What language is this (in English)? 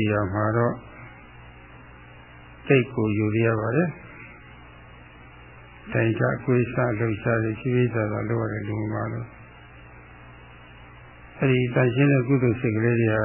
Burmese